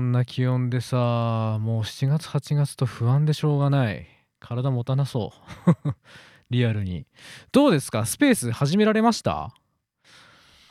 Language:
Japanese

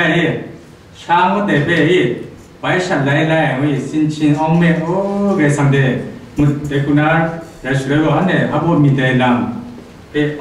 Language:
Kachin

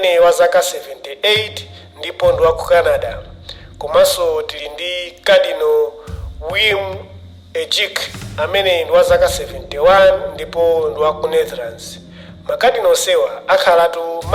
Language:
Nyanja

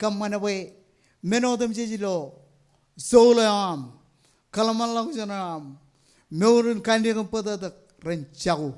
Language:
Marshallese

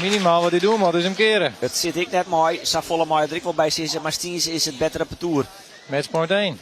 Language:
Western Frisian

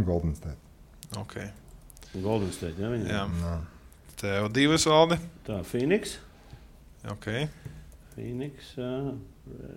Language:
Latvian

